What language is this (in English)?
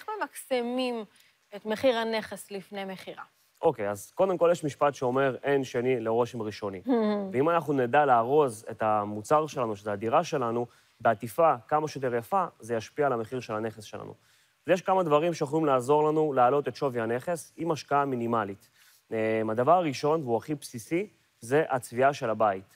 Hebrew